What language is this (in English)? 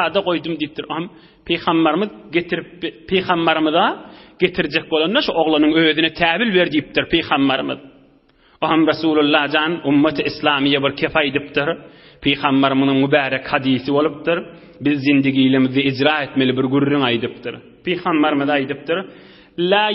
Turkmen